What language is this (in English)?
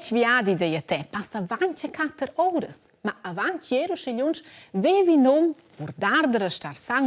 Romansh